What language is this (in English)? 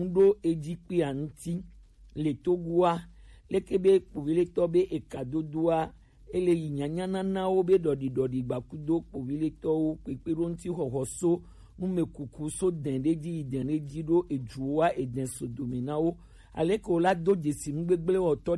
Gen